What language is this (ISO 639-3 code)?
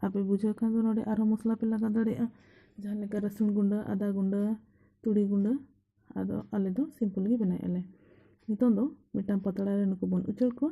sat